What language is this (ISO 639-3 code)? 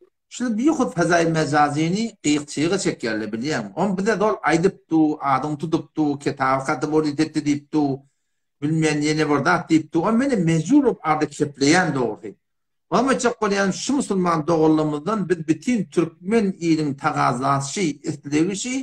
tuk